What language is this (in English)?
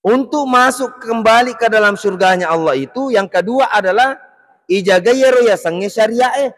Buginese